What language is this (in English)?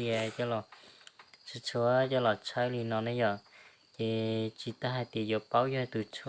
Hmong